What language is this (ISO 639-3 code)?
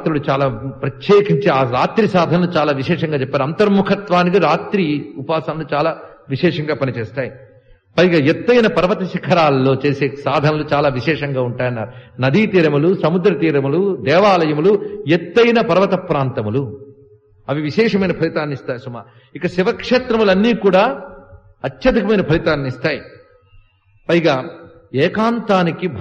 tel